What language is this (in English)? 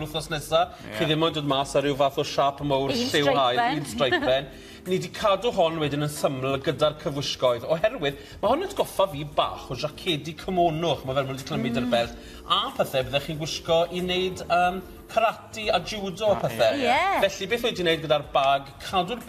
Welsh